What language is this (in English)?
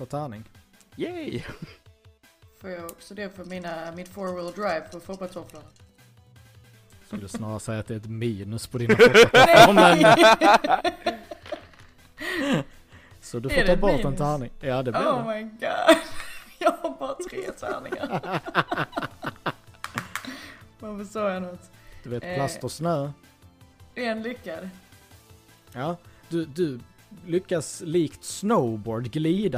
Swedish